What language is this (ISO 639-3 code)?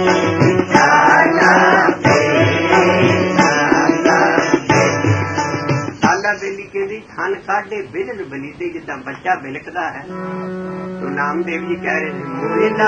pan